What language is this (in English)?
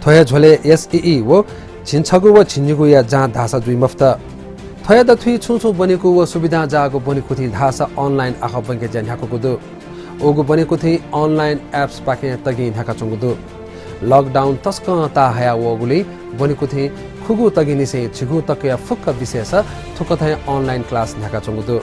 Newari